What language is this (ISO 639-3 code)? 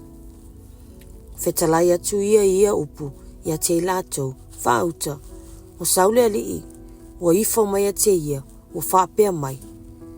smo